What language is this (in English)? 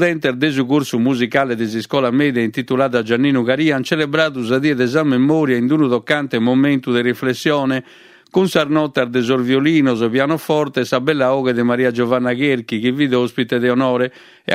Sardinian